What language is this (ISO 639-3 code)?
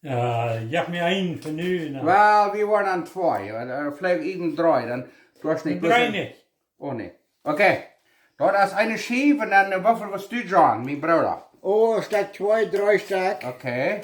pdt